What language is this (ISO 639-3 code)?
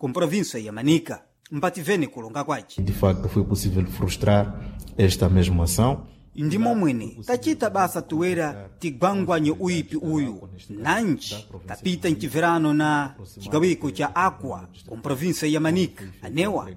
seh